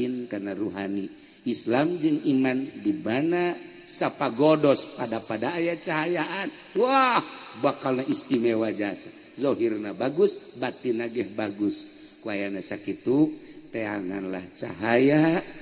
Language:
Sundanese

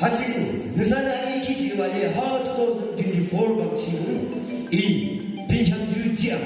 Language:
Yimchungru Naga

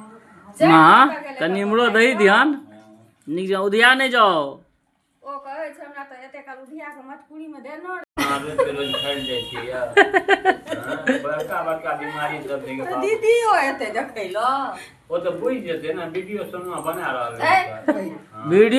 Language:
Maithili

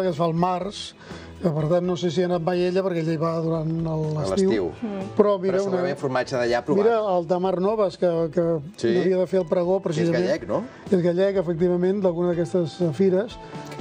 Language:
Catalan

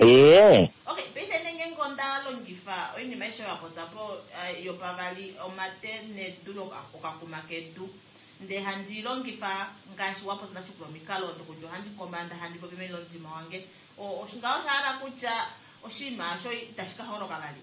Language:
Kuanyama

